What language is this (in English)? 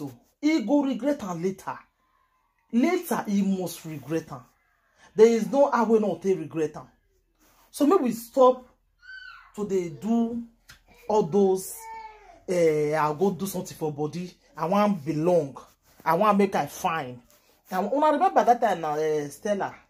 Nigerian Pidgin